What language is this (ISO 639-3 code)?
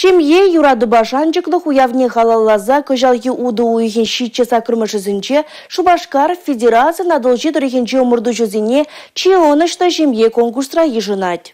chv